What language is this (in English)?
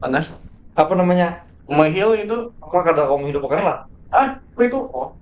Banjar